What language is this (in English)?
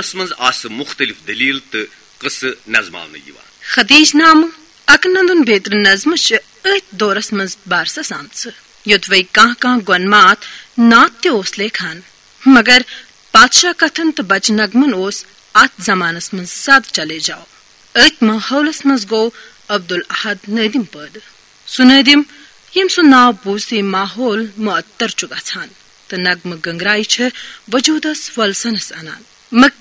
Kashmiri